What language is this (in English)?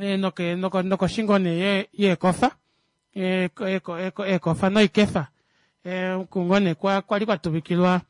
Kuanyama